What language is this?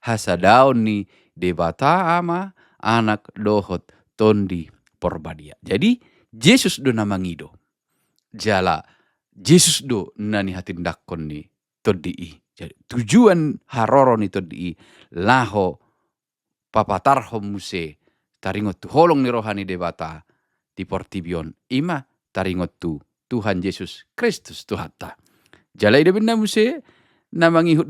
Batak Toba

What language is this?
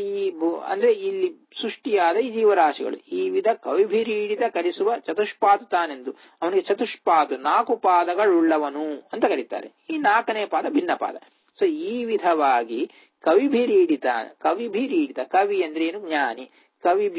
Kannada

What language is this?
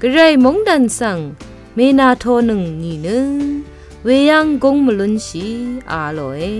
Rawang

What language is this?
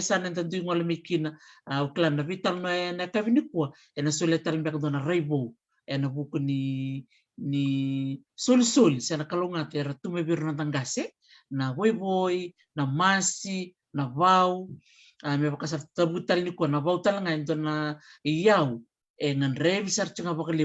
Fijian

